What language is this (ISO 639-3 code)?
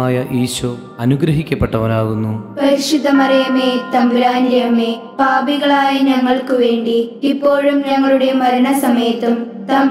mal